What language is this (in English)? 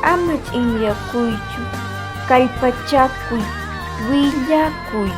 Quechua